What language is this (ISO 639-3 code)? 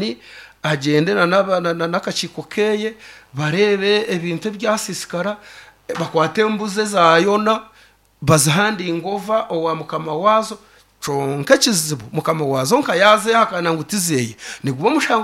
nyn